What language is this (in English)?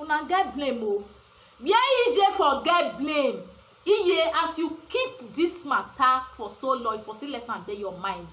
Nigerian Pidgin